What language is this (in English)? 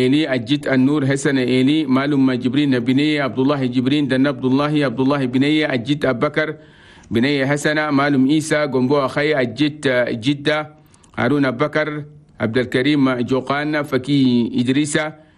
Chadian Arabic